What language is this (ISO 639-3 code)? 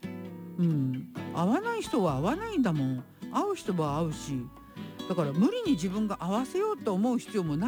jpn